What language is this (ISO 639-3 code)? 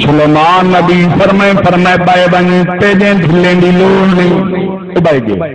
skr